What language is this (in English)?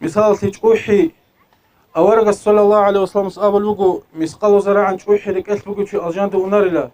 Avaric